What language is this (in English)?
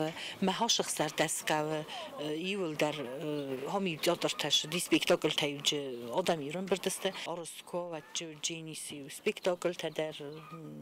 Ossetic